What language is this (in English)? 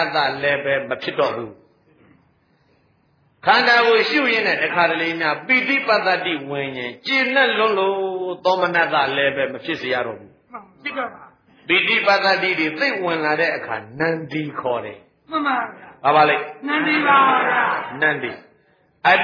Burmese